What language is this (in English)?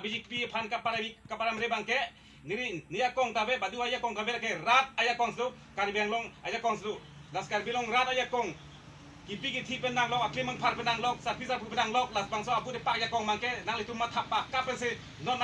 Karbi